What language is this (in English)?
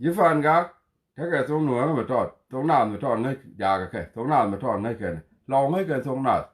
Nuer